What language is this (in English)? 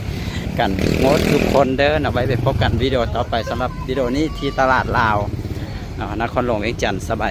Lao